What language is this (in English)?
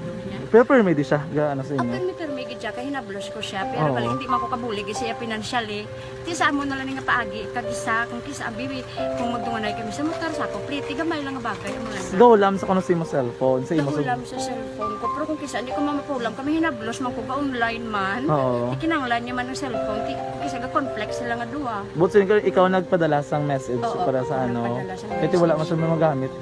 Hiligaynon